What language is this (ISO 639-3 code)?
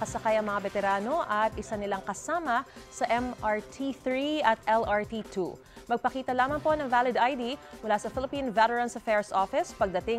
fil